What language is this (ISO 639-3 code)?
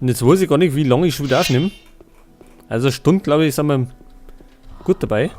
bar